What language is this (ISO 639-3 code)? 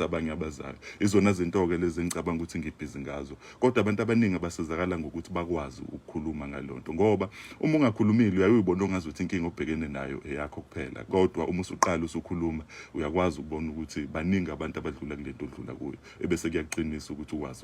zul